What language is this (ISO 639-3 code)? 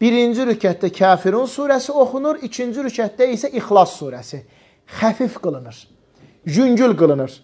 aze